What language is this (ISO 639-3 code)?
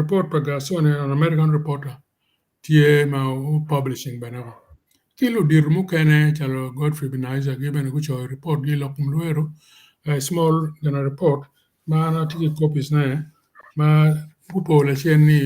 ach